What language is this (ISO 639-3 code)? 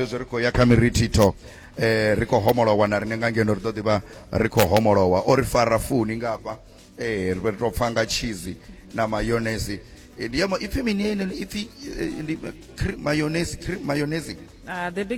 ven